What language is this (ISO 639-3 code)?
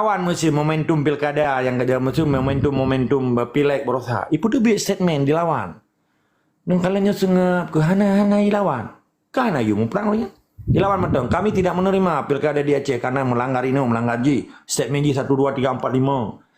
ace